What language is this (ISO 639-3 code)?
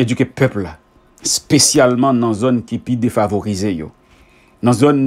hat